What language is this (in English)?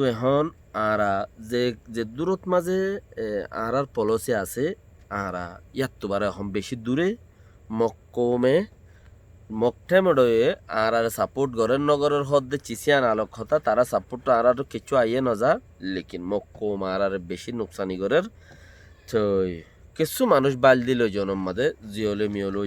Rohingya